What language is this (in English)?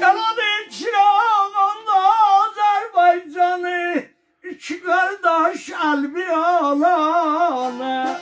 South Azerbaijani